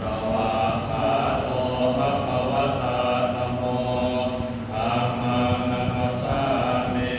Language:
Pali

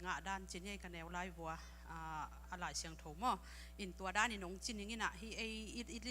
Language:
Tedim Chin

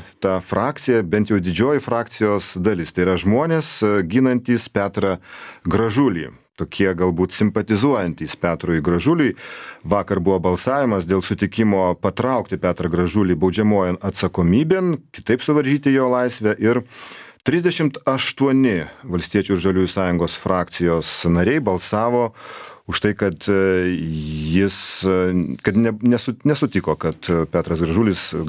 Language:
Lithuanian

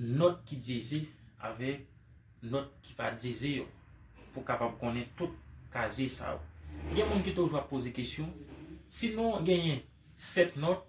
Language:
Haitian Creole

